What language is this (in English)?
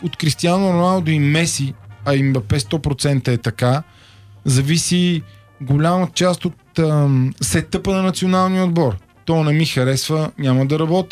Bulgarian